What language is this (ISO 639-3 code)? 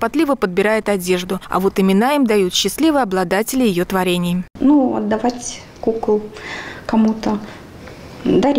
rus